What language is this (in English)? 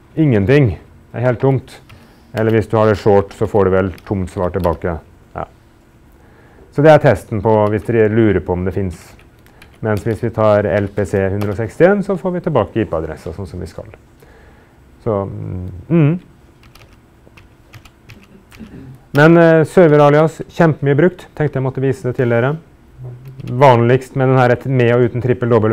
Norwegian